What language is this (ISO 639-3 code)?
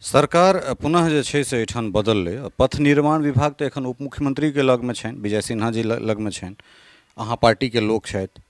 mai